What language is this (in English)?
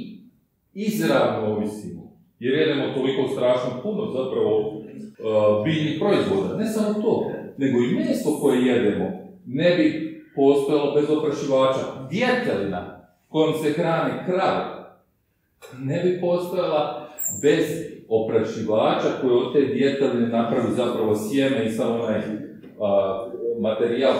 Croatian